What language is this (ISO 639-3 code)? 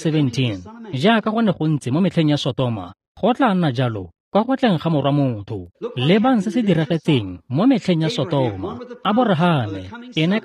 tsn